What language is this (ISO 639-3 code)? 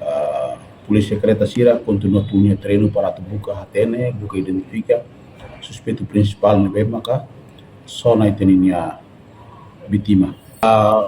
tet